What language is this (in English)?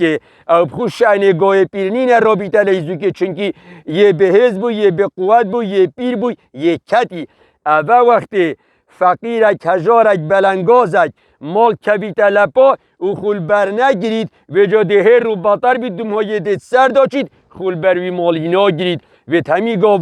Kurdish